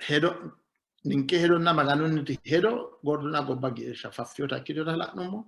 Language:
Sidamo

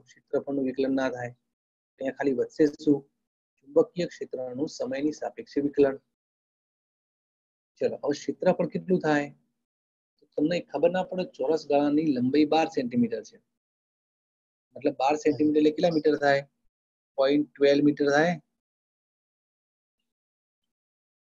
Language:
Gujarati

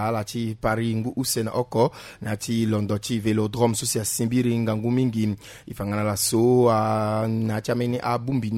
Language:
Sango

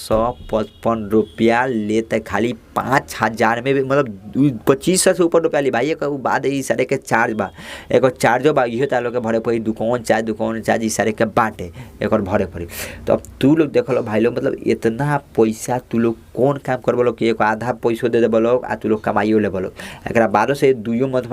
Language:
Bhojpuri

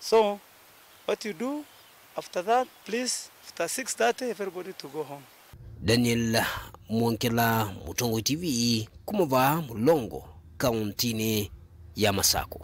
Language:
Kamba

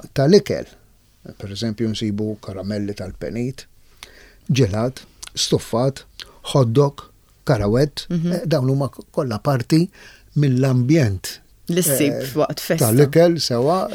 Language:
Maltese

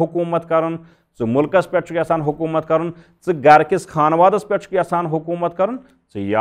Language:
Kashmiri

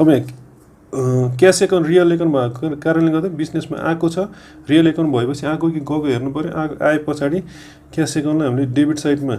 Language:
Nepali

